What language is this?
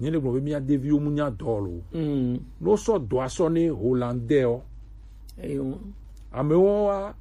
Gen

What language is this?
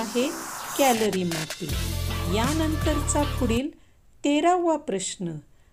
Marathi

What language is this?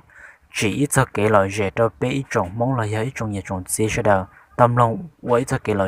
Hmong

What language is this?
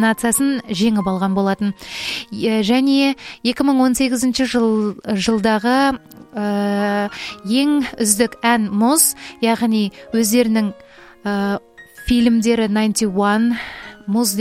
Kazakh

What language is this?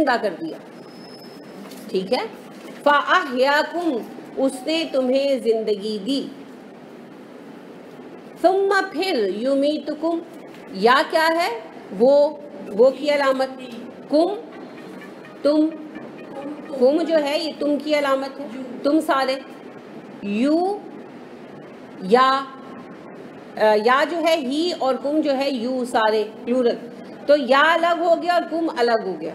Urdu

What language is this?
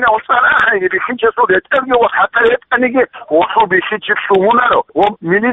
Avaric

